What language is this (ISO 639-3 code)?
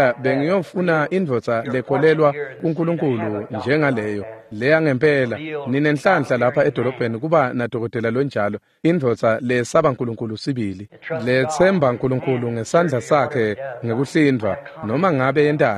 ssw